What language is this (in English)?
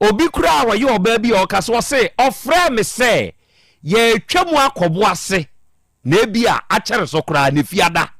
Akan